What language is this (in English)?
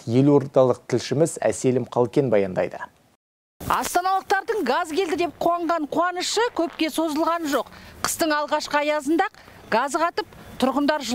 Kazakh